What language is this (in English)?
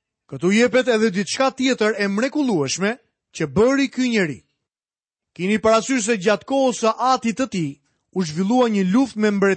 Albanian